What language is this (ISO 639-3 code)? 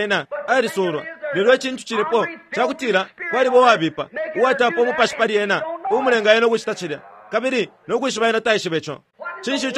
bem